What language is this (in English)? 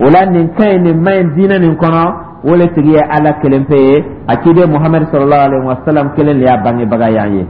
Dyula